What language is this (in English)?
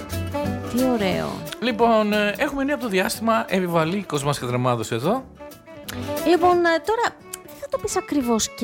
Greek